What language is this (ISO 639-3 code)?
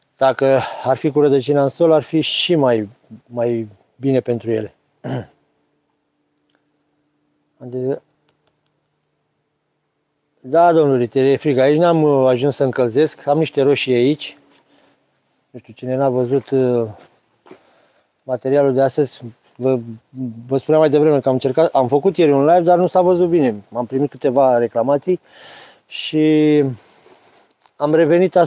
ron